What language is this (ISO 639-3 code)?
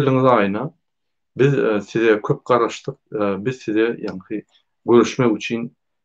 tuk